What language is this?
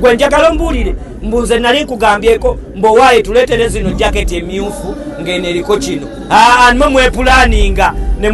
Ganda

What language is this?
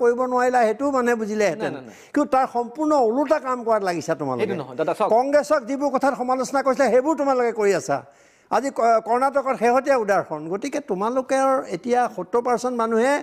Assamese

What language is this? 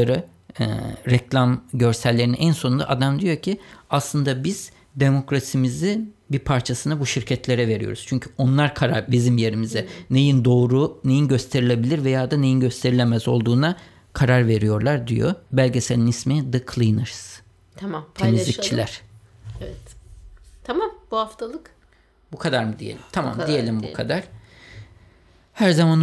Turkish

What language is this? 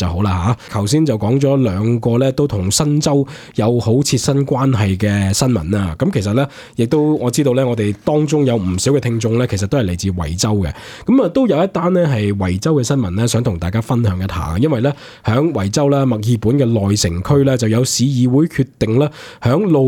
Cantonese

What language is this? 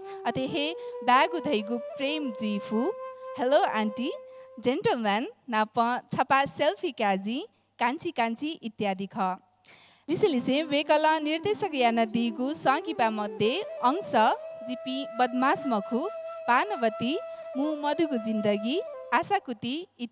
Newari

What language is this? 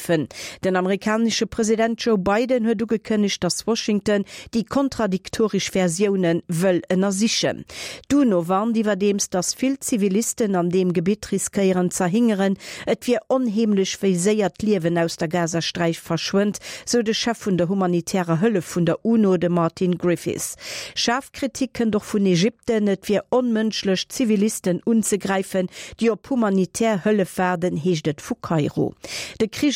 Luxembourgish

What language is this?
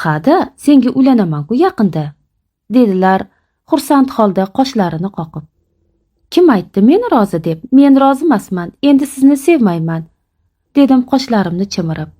Uzbek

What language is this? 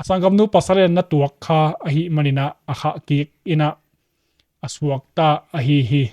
Tedim Chin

